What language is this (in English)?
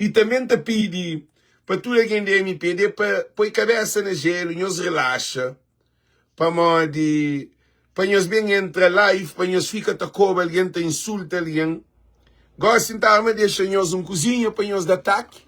Kabuverdianu